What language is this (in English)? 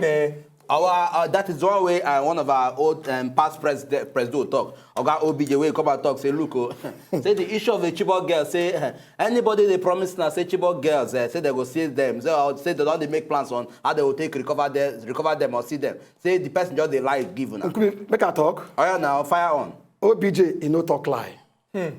Nigerian Pidgin